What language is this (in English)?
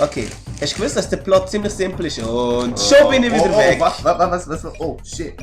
Swiss German